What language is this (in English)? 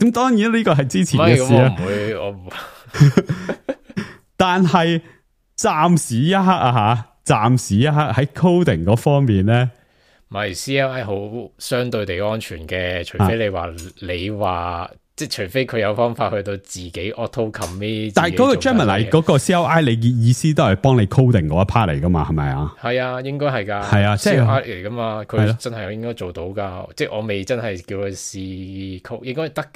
Cantonese